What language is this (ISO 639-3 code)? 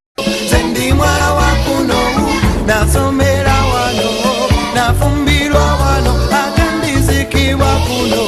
nyn